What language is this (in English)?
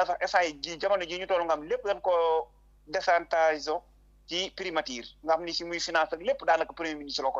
Wolof